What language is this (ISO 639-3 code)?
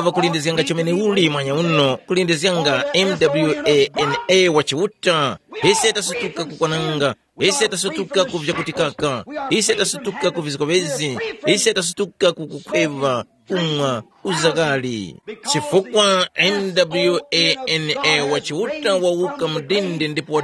tum